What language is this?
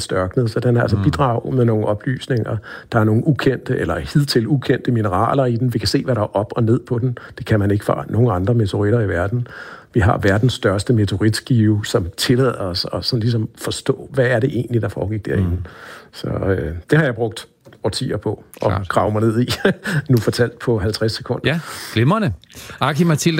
Danish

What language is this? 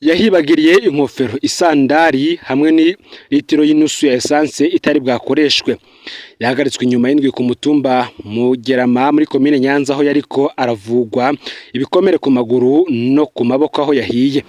Rundi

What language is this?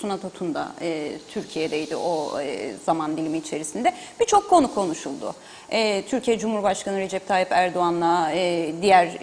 Turkish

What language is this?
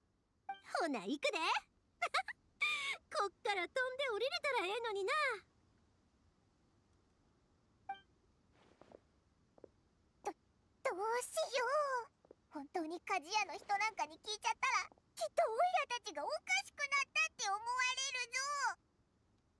Japanese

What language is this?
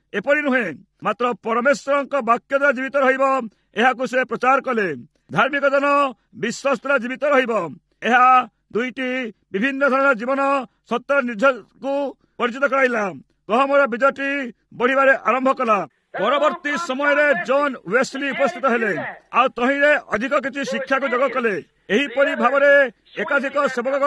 Odia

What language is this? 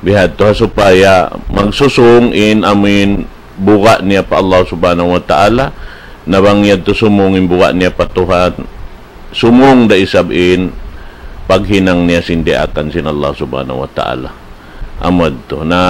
Tausug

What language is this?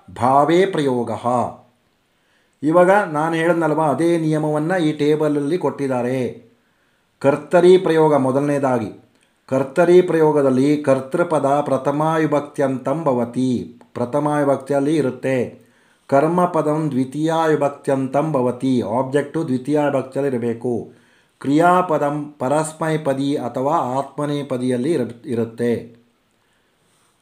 Kannada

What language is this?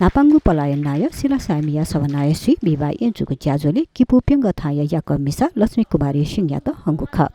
Newari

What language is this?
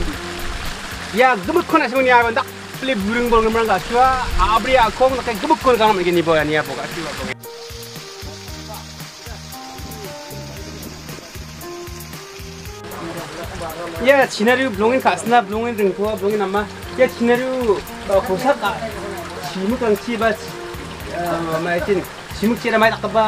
Garo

